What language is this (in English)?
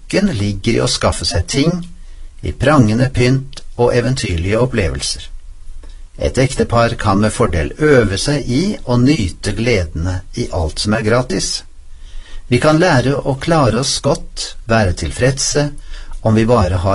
Norwegian